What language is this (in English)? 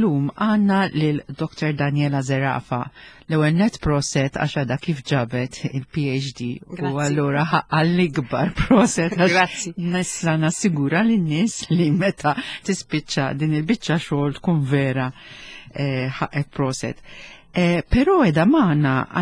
Maltese